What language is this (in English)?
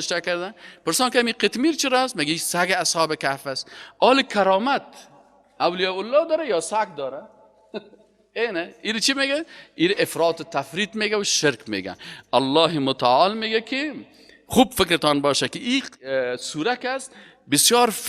Persian